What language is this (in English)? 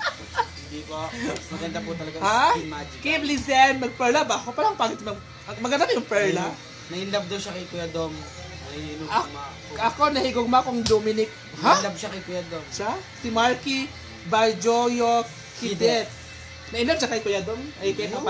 Filipino